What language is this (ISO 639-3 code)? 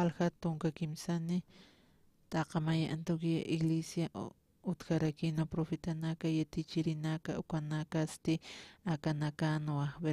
aym